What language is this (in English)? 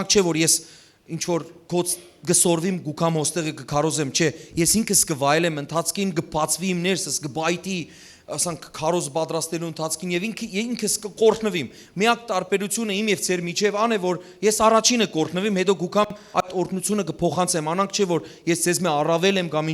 Western Armenian